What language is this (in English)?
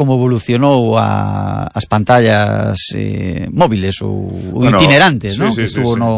Galician